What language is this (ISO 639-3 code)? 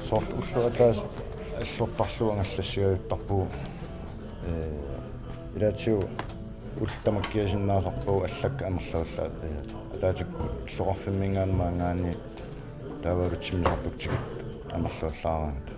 kal